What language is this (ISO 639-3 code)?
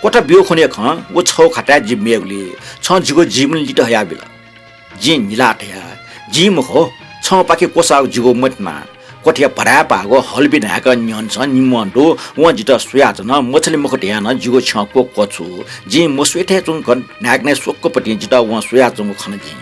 new